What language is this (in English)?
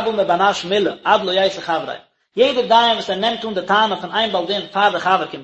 Yiddish